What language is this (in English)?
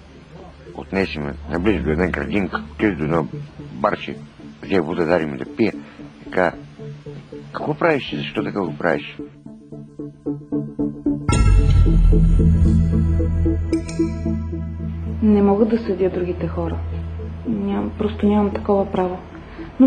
Bulgarian